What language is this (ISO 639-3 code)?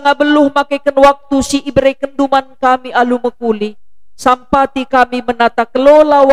btx